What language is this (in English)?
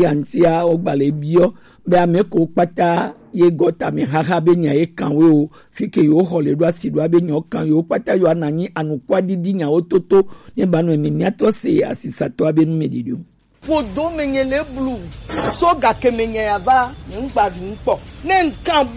Gen